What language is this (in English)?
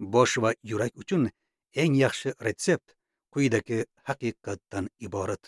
Uzbek